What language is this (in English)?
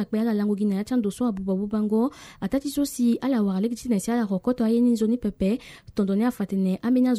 Sango